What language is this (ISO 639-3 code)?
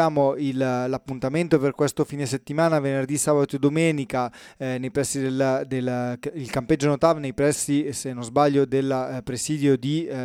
ita